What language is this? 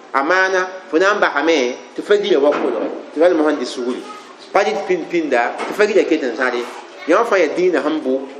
Mossi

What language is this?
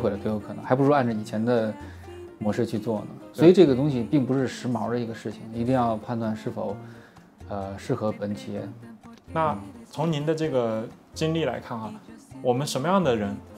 Chinese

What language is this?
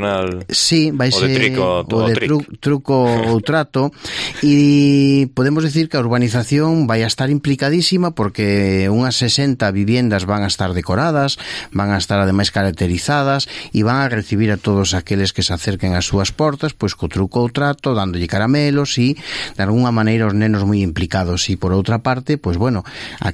Galician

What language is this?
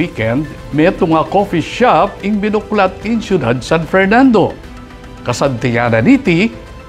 Pampanga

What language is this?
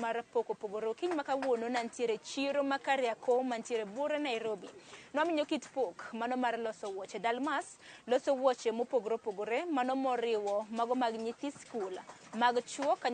Luo (Kenya and Tanzania)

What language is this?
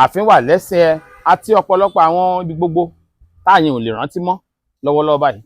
Yoruba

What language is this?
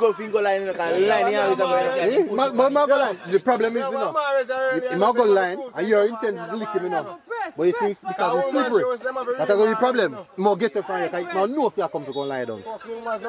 Jamaican Creole English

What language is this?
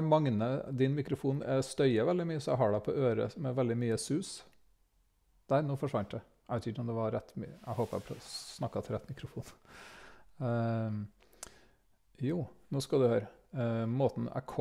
Norwegian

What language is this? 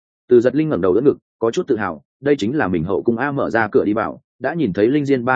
Vietnamese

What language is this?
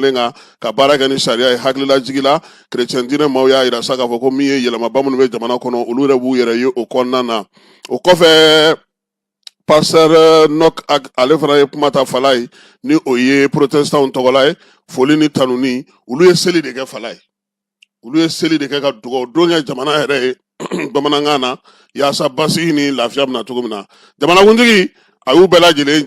Bambara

